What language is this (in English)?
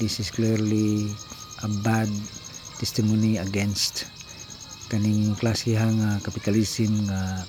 Cebuano